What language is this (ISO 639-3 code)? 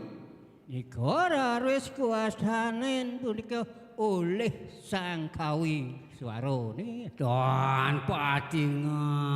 ban